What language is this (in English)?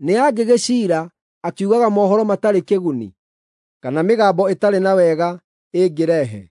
Kikuyu